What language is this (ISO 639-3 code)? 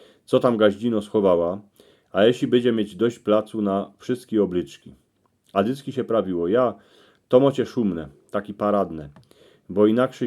szl